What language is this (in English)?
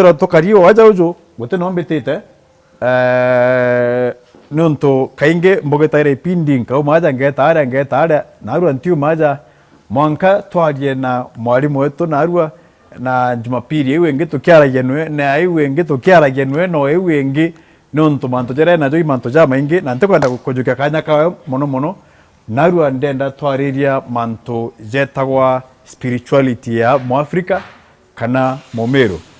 Meru